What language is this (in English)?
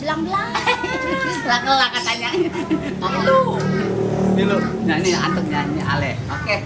Betawi